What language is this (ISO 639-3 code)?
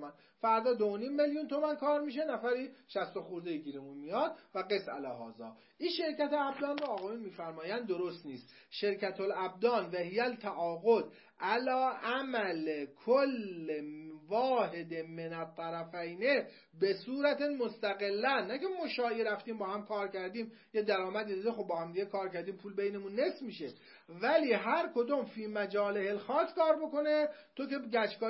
fas